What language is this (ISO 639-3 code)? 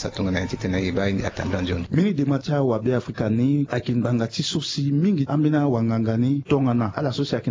sag